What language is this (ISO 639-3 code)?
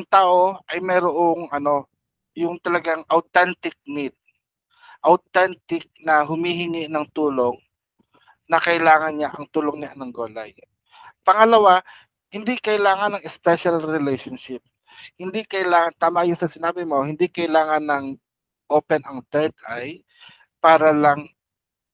fil